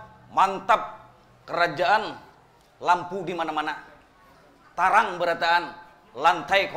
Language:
Banjar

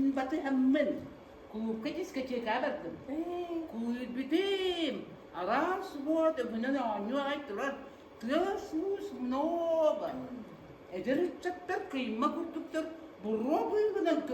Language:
Yakut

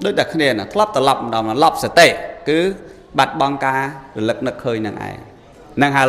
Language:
Khmer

